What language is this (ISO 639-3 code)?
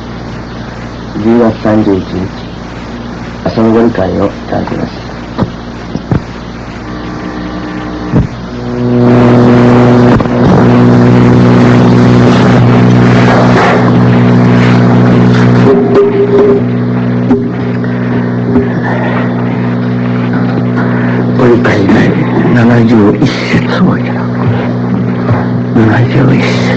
jpn